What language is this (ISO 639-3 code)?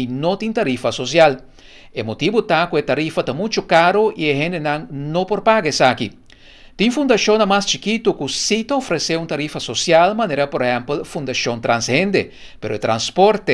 pap